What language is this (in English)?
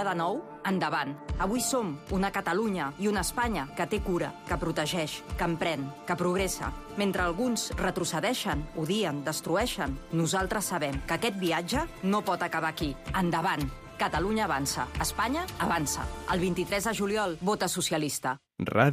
Catalan